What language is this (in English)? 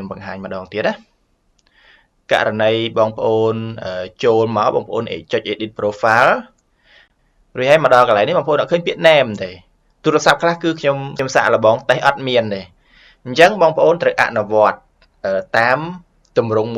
Khmer